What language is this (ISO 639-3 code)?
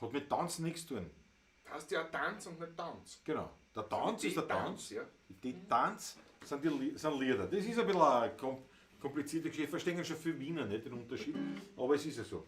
bar